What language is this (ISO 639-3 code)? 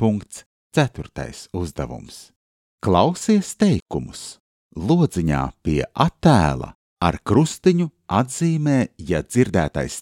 lav